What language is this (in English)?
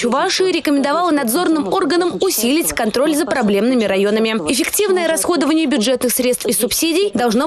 Russian